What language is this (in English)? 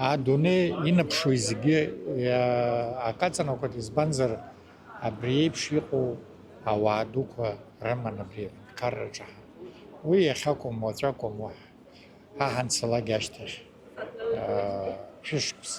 Abkhazian